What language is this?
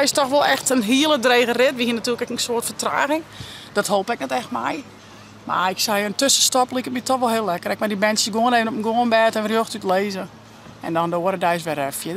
Western Frisian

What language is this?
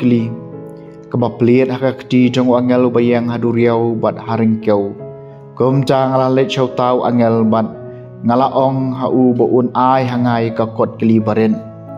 Khasi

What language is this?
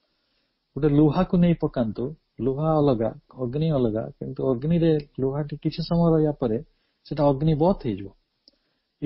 Odia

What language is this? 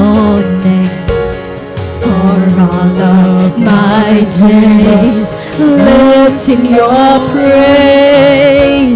Waray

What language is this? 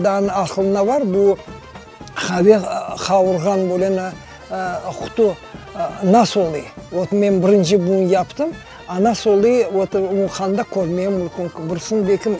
Crimean Tatar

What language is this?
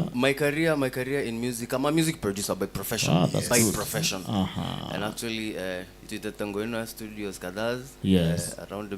Meru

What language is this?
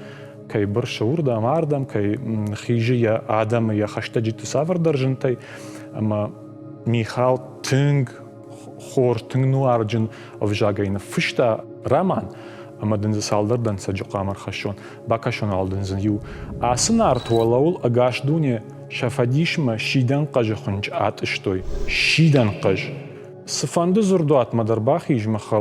Ossetic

